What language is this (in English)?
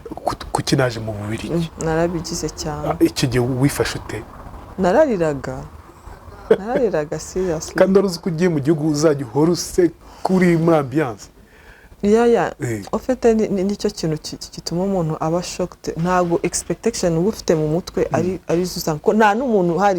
Kinyarwanda